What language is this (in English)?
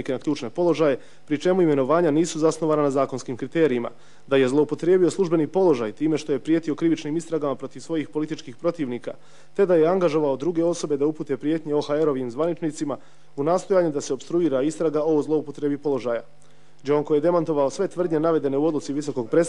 Bosnian